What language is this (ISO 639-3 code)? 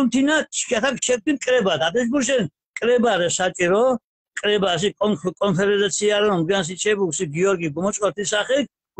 xmf